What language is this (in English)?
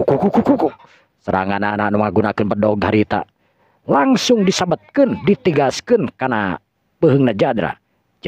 Sundanese